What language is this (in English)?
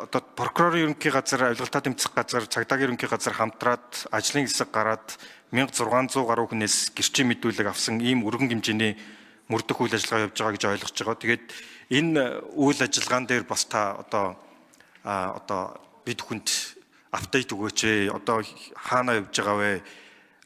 Mongolian